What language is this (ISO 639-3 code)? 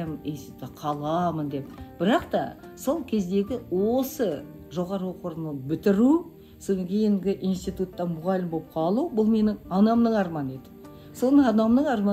kaz